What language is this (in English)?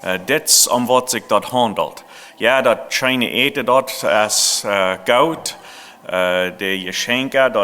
Plautdietsch